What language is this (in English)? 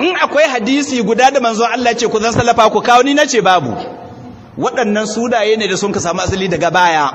Hausa